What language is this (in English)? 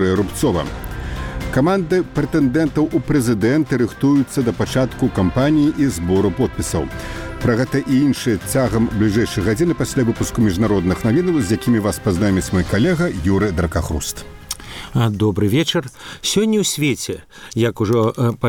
Belarusian